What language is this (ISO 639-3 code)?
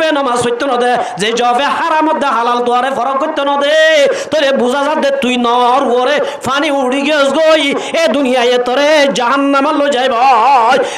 rhg